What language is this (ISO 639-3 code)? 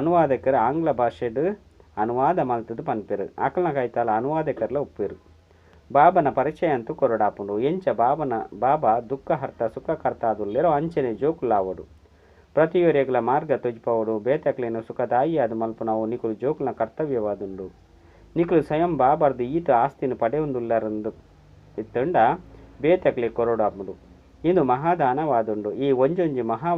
tcy